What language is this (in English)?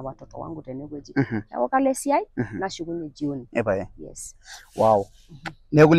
Masai